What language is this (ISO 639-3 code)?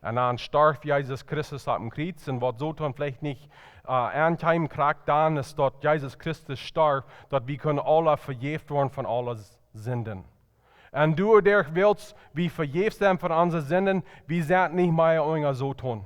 pdt